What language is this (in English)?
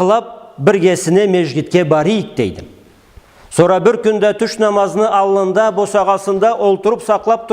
Karachay-Balkar